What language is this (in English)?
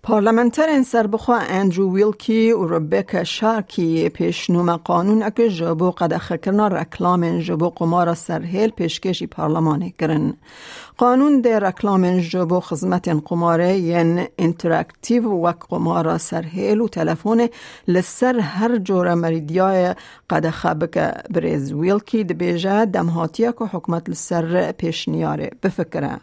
Kurdish